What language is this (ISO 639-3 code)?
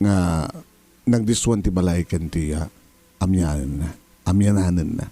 ilo